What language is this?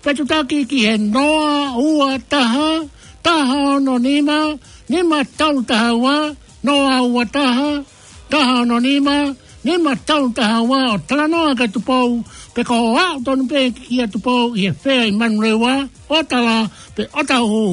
Tongan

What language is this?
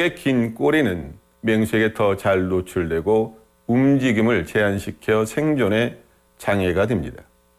Korean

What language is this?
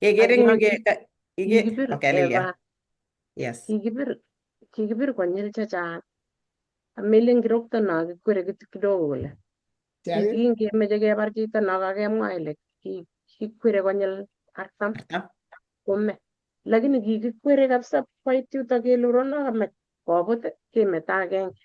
Kalenjin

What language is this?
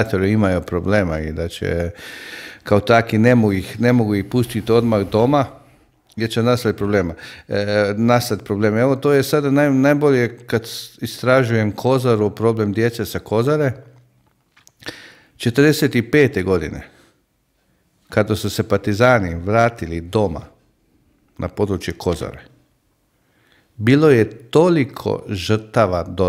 Croatian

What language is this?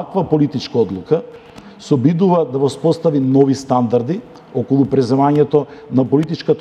Macedonian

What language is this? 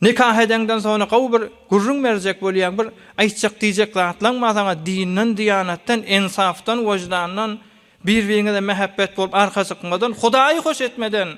Turkmen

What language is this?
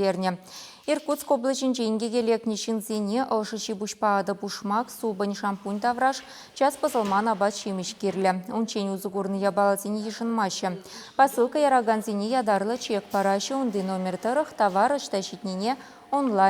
Chuvash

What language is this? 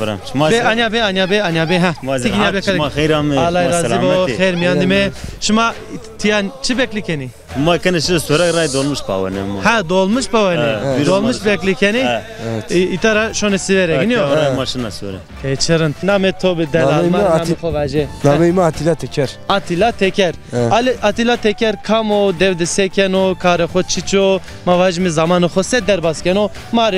Zaza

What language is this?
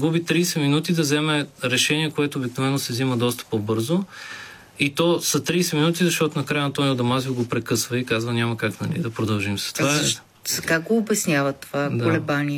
Bulgarian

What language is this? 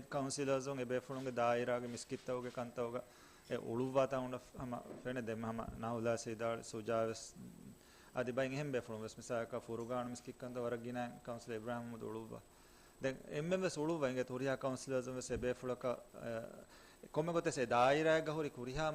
Divehi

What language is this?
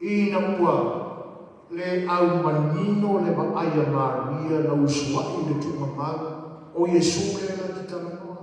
Samoan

